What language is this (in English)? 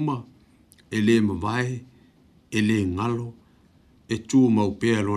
Samoan